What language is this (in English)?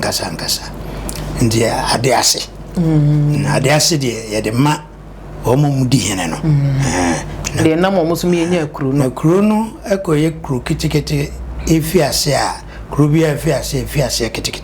Akan